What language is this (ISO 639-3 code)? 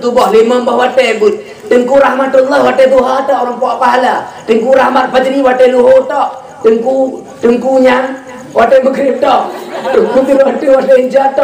ace